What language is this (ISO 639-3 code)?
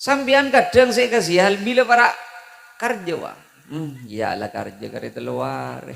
mad